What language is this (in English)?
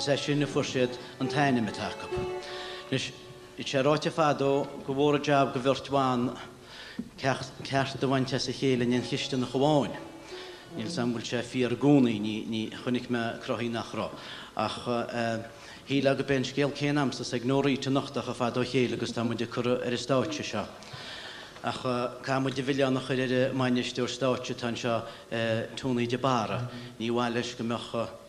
Irish